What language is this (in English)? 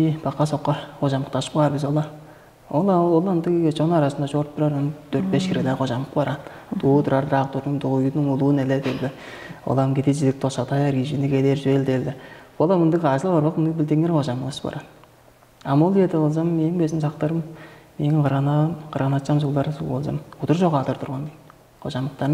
Tuvinian